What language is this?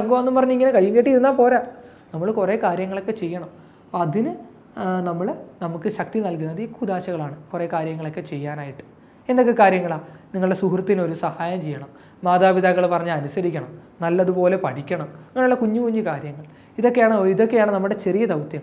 Malayalam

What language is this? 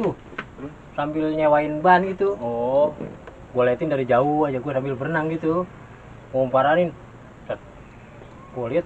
Betawi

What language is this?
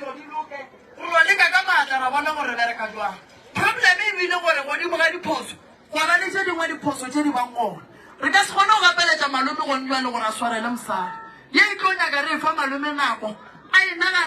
Northern Sotho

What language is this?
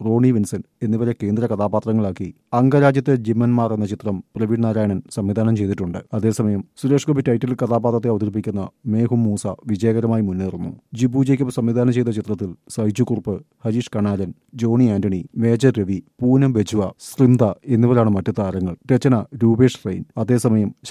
Malayalam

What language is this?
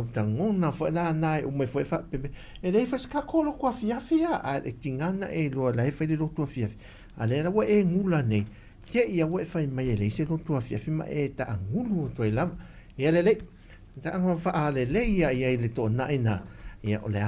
Samoan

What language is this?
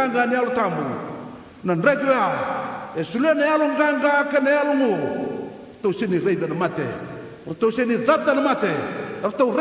Fijian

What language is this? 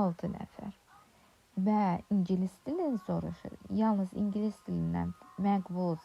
Azerbaijani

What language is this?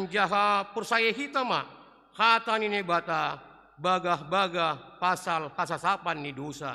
Batak Simalungun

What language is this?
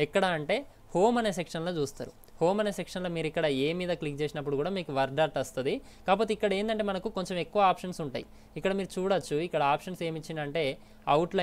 Telugu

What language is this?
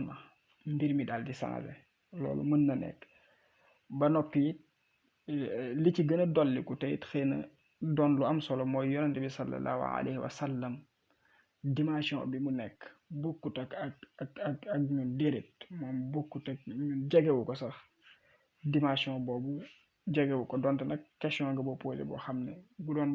Wolof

